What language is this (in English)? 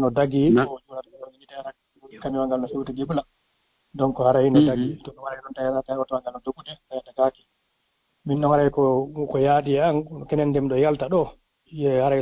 Fula